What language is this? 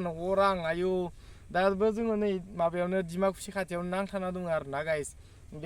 Bodo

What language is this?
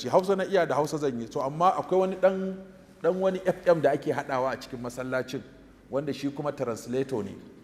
Hausa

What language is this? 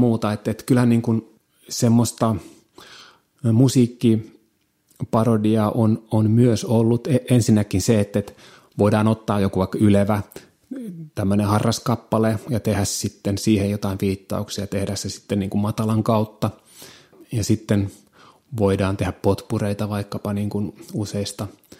Finnish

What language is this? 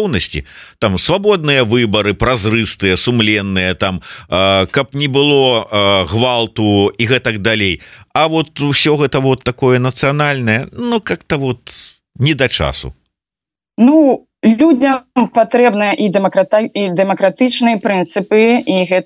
Belarusian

